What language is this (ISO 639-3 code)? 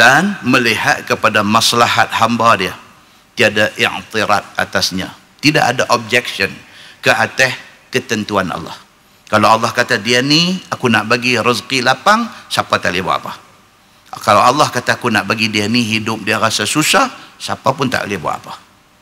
msa